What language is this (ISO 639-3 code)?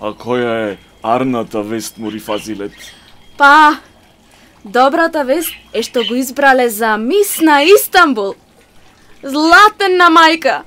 mkd